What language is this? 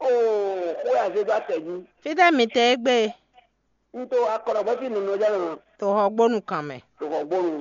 Fon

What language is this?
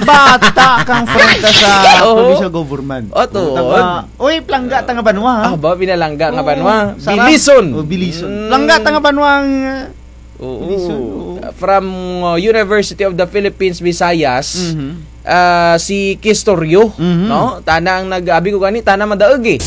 Kinaray-a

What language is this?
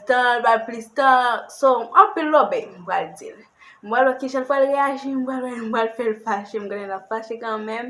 Haitian Creole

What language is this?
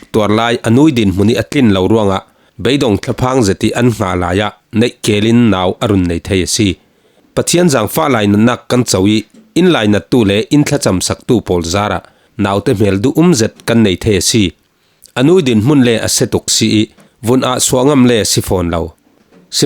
Falam Chin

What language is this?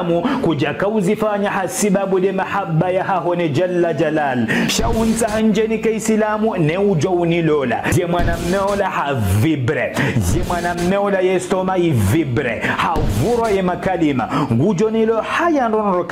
Ngazidja Comorian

